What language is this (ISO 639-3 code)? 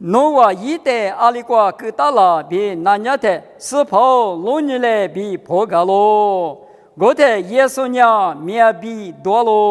lis